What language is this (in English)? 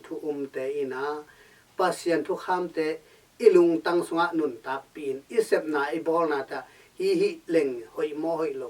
Tedim Chin